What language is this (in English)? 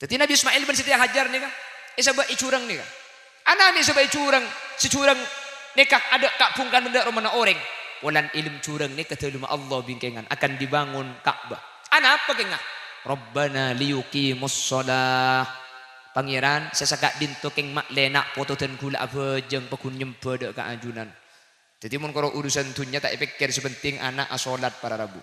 Madurese